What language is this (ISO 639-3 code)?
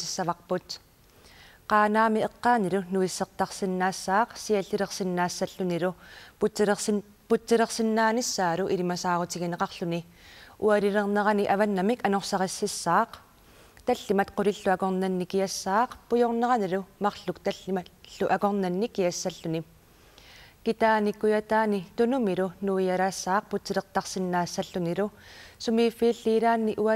kal